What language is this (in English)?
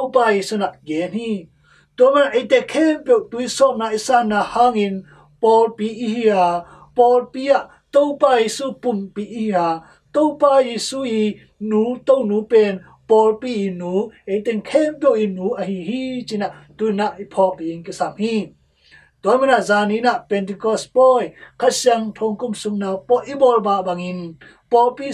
Tedim Chin